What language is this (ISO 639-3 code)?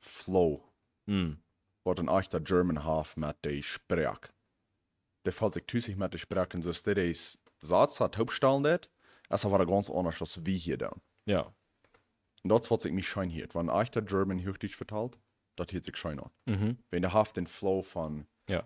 pdt